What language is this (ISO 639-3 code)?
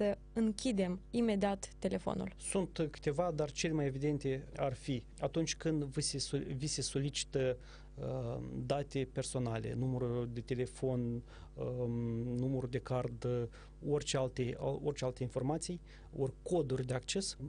ron